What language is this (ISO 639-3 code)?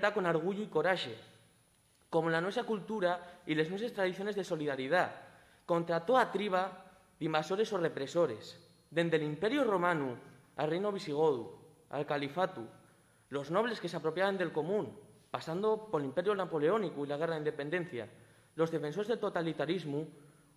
ast